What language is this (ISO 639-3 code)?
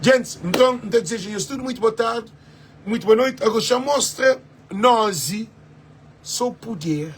kea